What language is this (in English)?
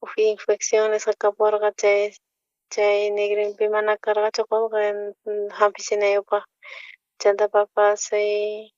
South Bolivian Quechua